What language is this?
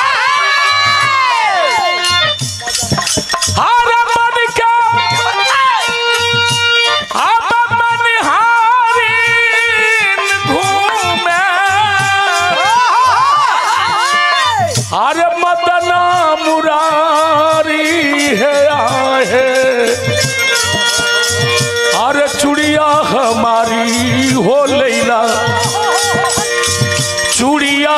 Bhojpuri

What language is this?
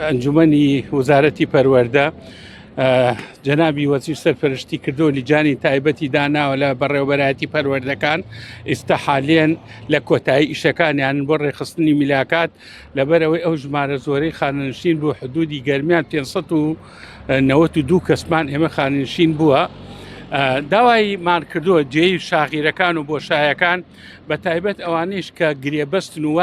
Central Kurdish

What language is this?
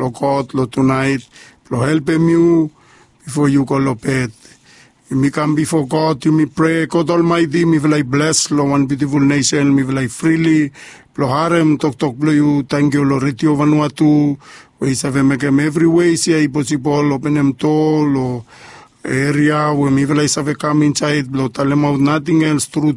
Bislama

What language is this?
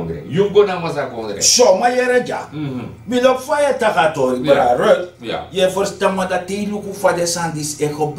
Sranan Tongo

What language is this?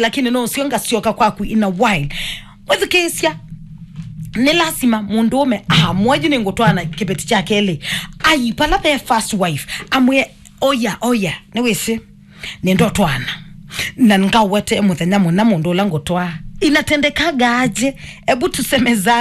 Kamba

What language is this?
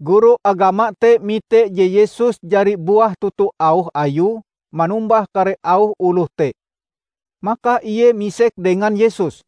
Ngaju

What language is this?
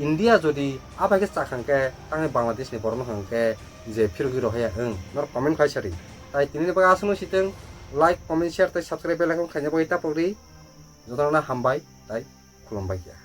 Kok Borok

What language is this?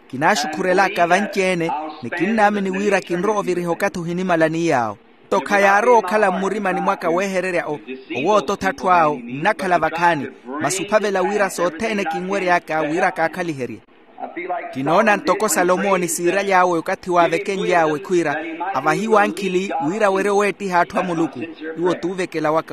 Makhuwa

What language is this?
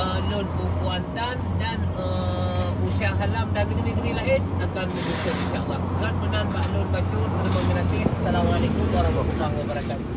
Achinese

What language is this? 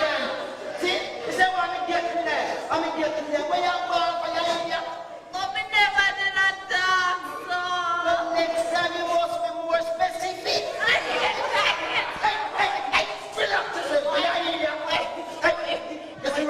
Jamaican Creole English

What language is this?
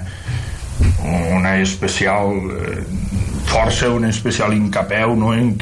Catalan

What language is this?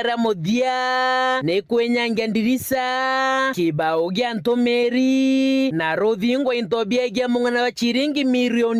Meru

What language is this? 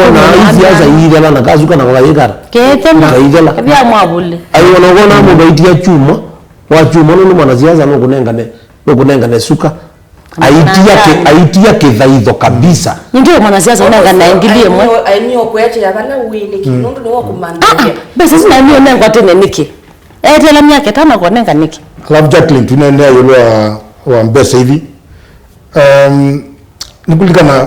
Kamba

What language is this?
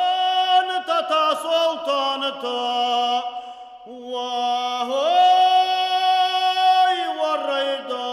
Ossetic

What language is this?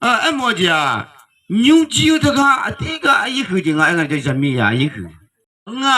Akha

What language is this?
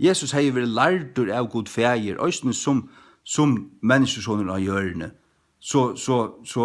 Faroese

